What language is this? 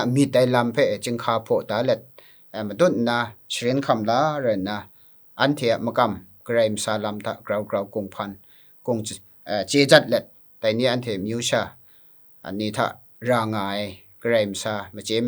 Kachin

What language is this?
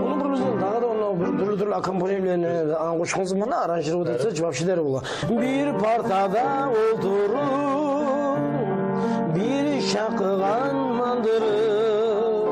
Kumyk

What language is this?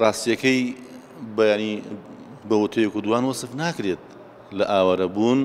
Central Kurdish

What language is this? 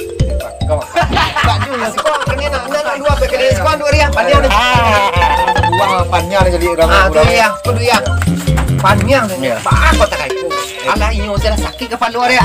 Minangkabau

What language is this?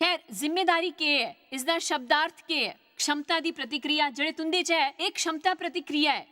Dogri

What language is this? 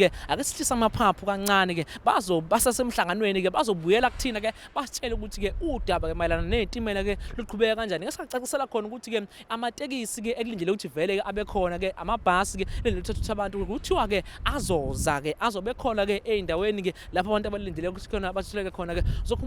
Zulu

